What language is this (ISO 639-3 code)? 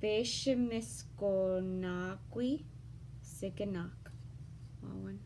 oji